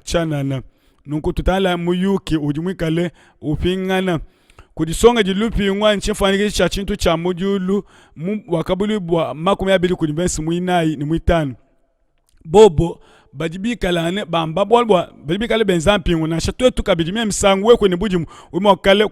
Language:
Luba-Lulua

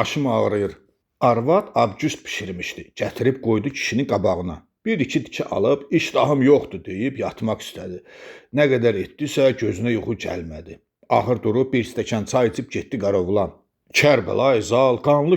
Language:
Azerbaijani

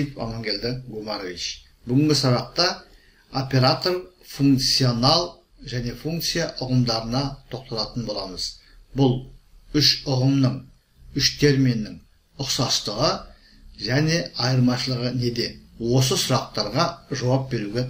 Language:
Kazakh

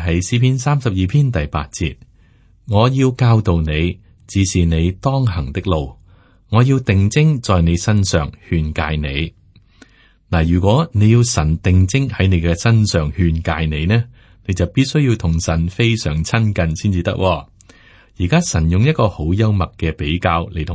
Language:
Cantonese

